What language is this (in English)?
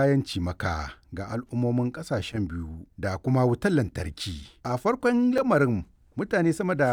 Hausa